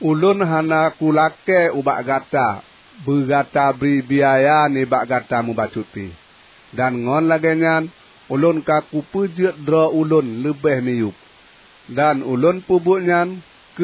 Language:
Achinese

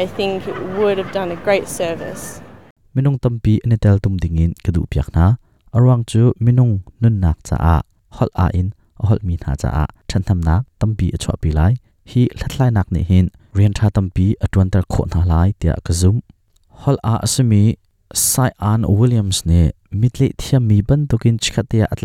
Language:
Hakha Chin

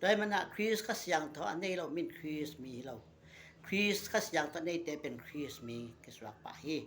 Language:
Tedim Chin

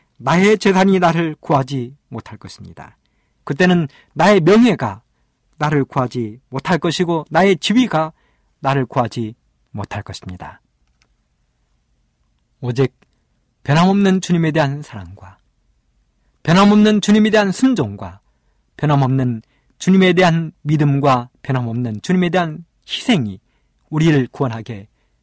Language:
Korean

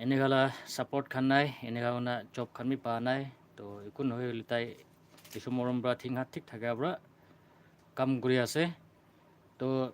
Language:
Naga Pidgin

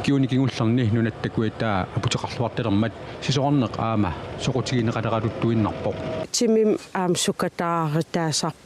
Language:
Kalaallisut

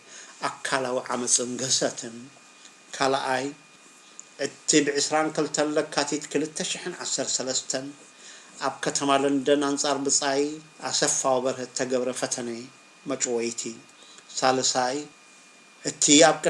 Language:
Tigrinya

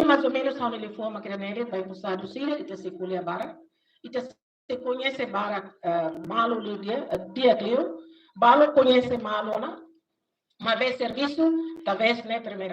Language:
Tetum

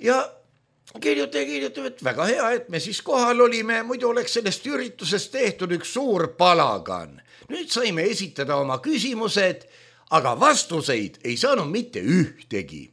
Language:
Estonian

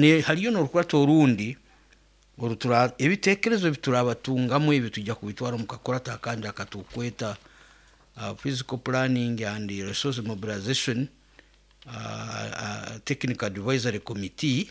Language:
Nyoro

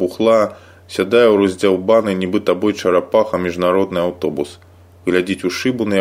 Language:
Belarusian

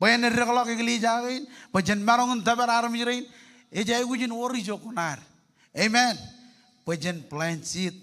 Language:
Marshallese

